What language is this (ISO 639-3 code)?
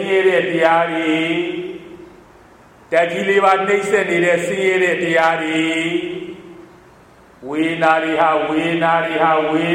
mya